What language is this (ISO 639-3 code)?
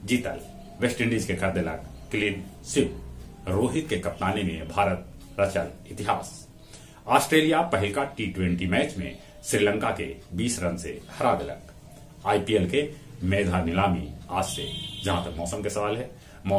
mag